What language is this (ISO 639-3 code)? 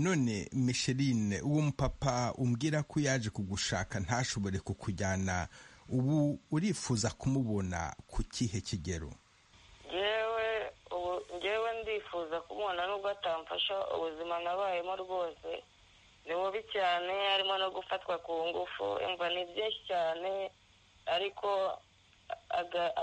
kin